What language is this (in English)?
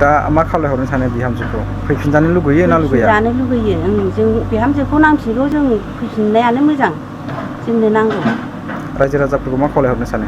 Bodo